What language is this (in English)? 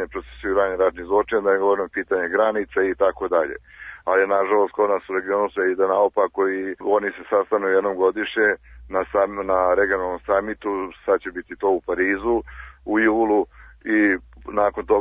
Serbian